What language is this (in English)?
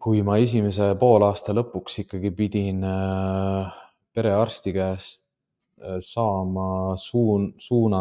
Estonian